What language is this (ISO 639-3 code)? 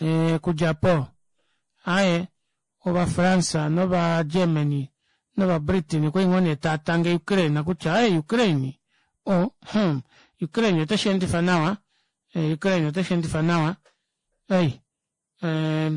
kua